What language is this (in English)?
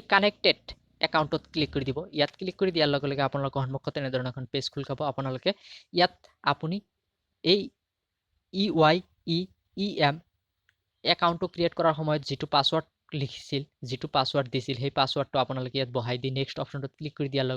Assamese